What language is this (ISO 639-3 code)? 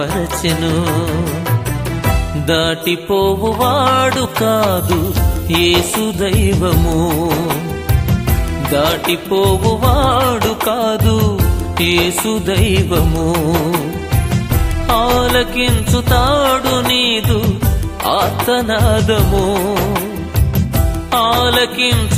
tel